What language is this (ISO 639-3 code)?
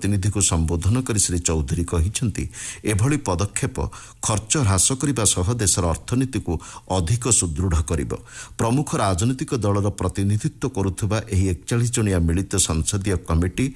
ori